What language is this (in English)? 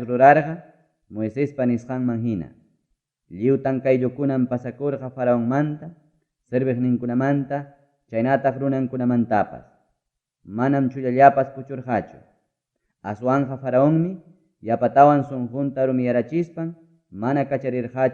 Ayacucho Quechua